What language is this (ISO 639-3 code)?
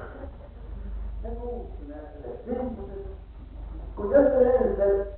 est